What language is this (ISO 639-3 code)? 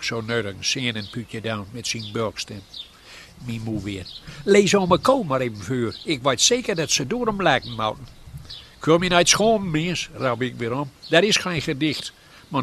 gos